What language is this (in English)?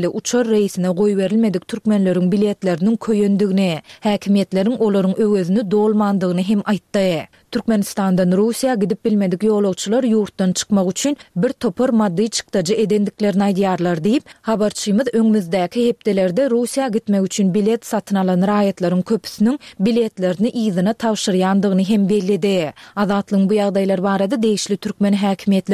Turkmen